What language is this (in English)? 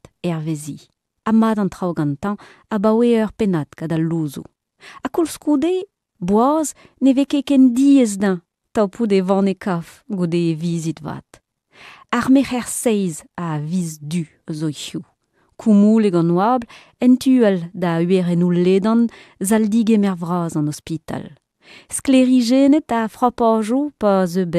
Breton